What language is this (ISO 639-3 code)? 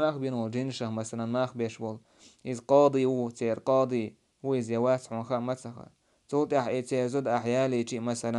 che